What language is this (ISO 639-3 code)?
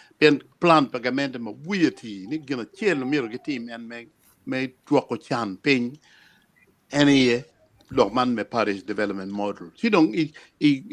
ach